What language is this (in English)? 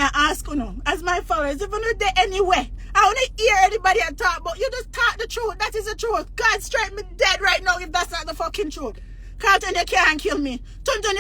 Jamaican Creole English